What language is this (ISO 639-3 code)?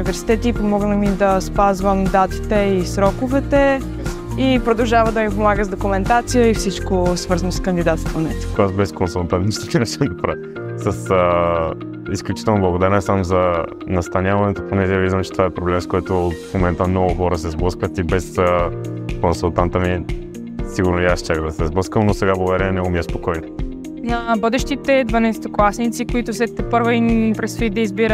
bul